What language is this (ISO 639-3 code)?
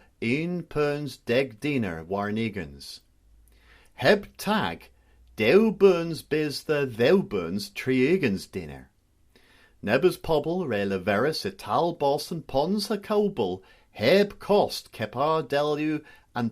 cor